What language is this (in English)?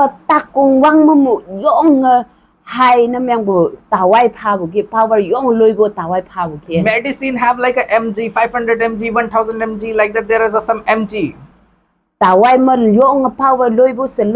Konyak Naga